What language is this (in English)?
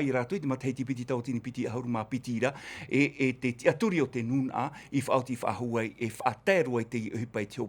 Tahitian